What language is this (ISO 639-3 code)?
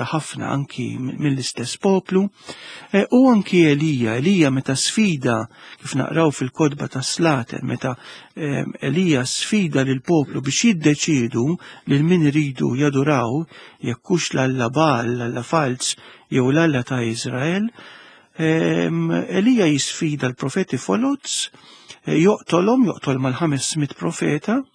mlt